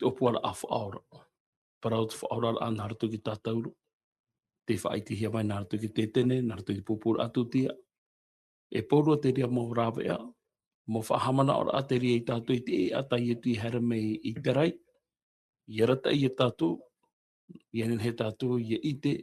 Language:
Tahitian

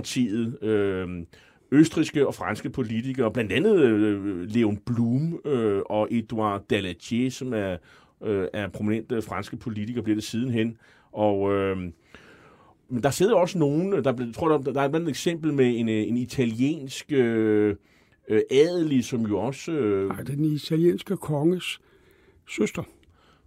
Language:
Danish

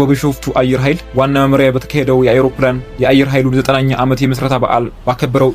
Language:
Amharic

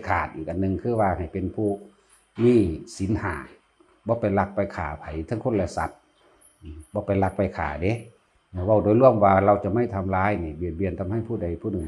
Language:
Northeastern Thai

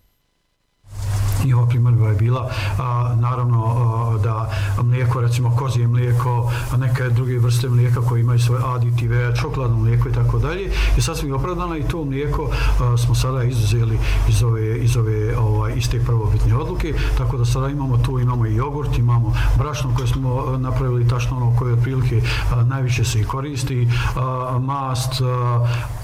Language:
Bosnian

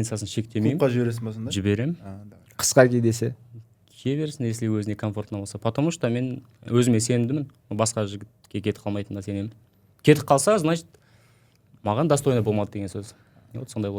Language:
Kazakh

